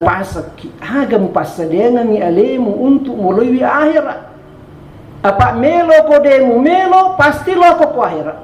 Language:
Buginese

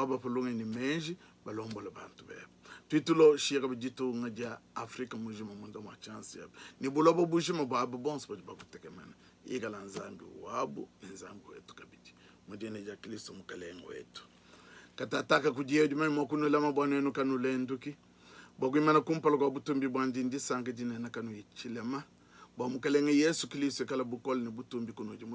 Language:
Luba-Lulua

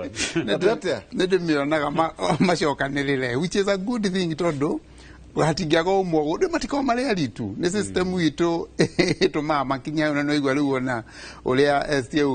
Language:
Kikuyu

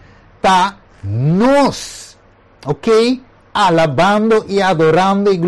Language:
Papiamento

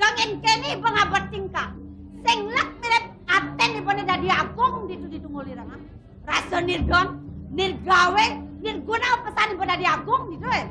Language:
Balinese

